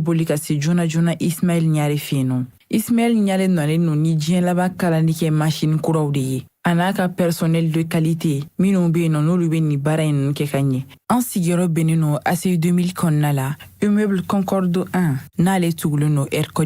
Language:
Bambara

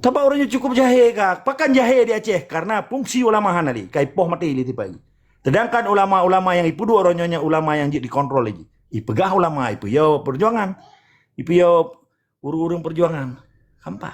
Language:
Achinese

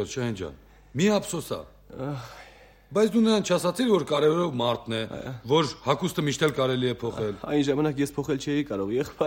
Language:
Armenian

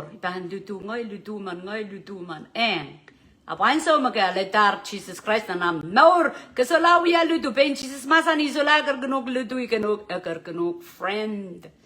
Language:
Pohnpeian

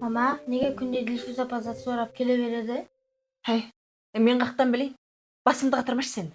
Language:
Kara-Kalpak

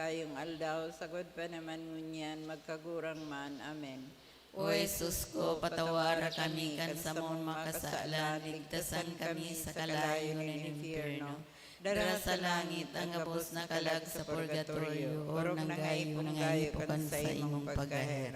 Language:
Bikol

